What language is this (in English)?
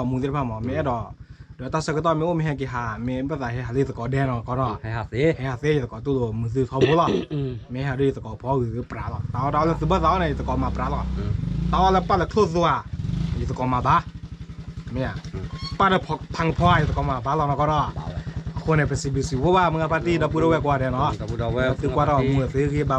S'gaw Karen